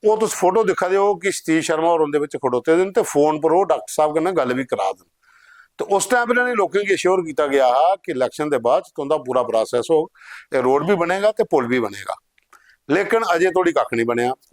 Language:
Dogri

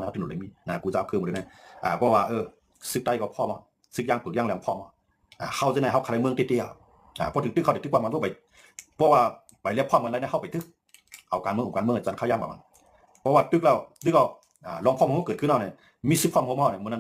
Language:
Shan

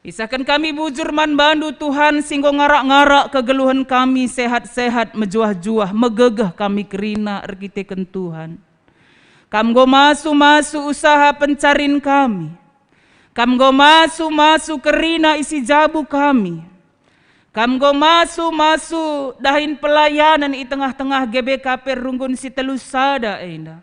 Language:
Batak Karo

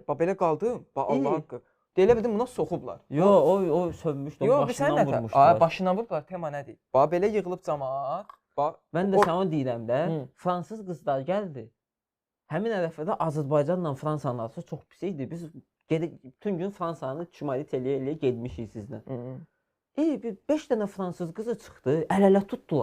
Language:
Azerbaijani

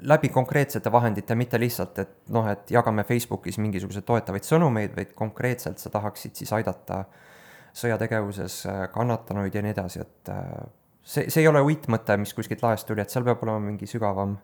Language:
Estonian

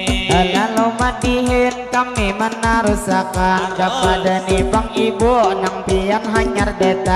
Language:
Banjar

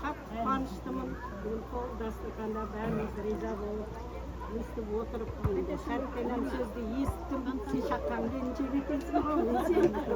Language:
Kara-Kalpak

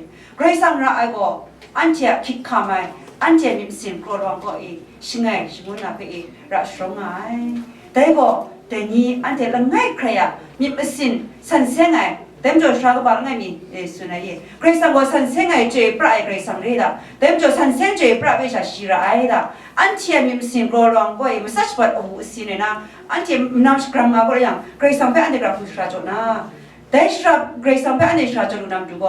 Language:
Kachin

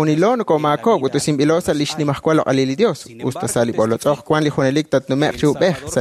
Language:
Kekchí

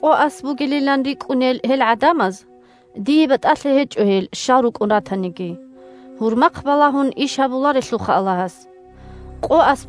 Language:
Avaric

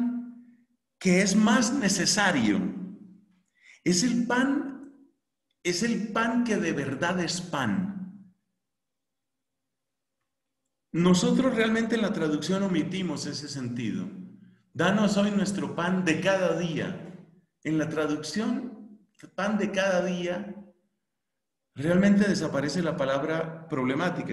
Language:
Spanish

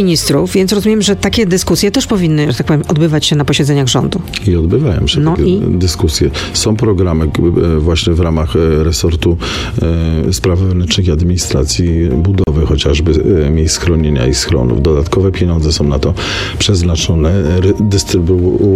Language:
Polish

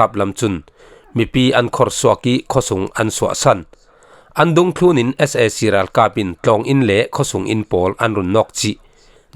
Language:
Falam Chin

